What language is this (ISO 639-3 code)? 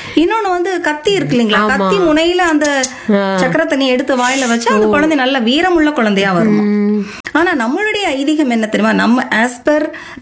tam